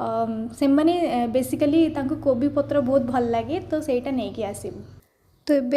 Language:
Odia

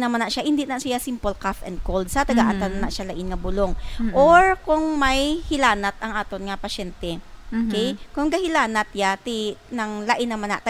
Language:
Hiligaynon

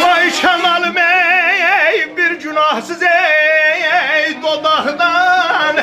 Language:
South Azerbaijani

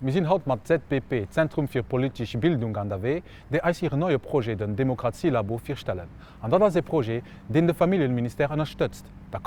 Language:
Luxembourgish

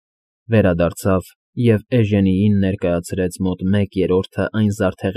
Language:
Armenian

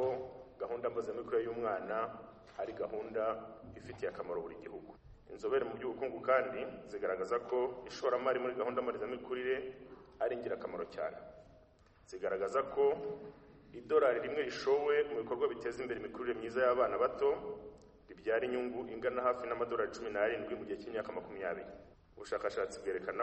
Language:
Kinyarwanda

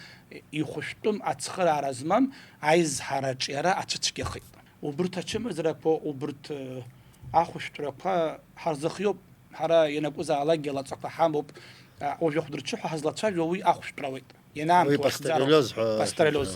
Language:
Abkhazian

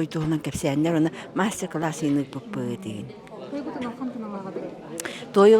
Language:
Yakut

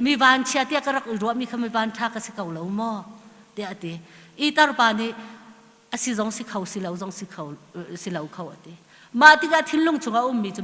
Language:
Hakha Chin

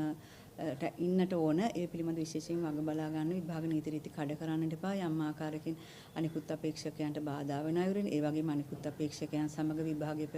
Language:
Sinhala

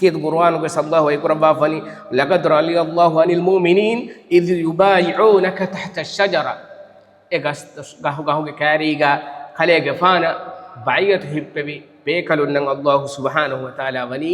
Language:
Divehi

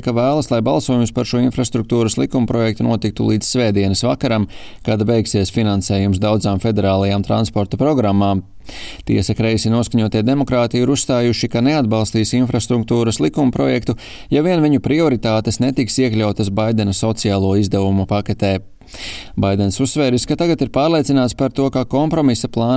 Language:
Latvian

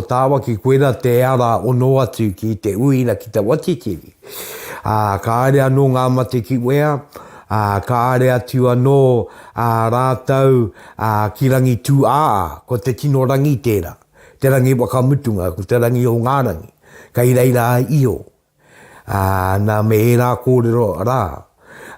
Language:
Māori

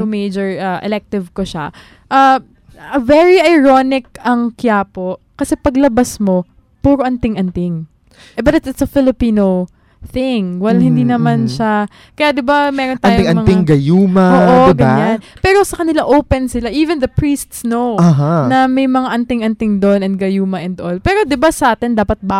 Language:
Filipino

